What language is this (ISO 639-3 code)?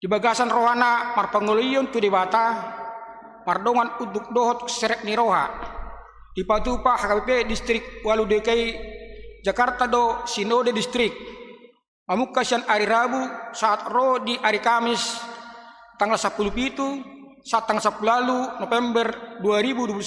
bbc